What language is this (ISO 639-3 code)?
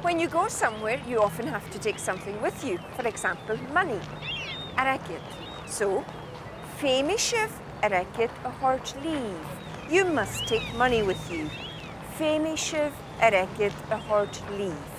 gla